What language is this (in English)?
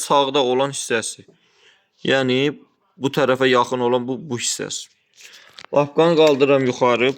Azerbaijani